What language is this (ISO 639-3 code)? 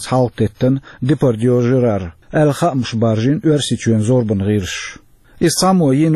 che